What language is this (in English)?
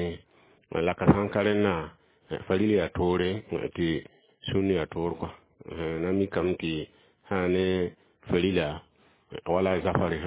Mossi